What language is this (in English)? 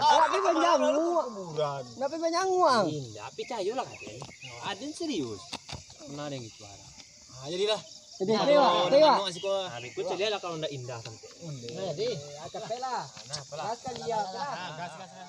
Minangkabau